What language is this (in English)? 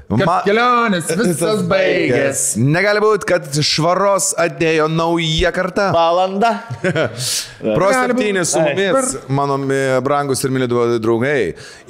Lithuanian